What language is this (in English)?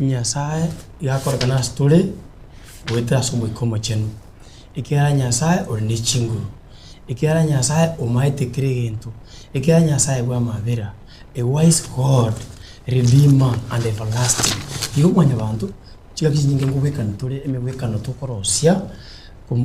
Gusii